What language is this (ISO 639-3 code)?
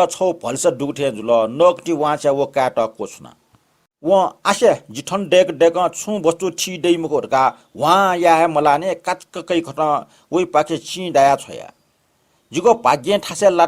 new